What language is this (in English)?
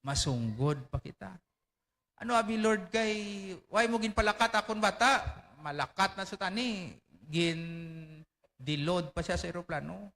Hiligaynon